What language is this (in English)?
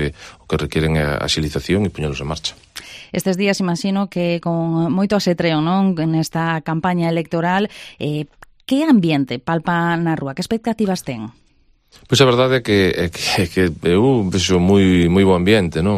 Galician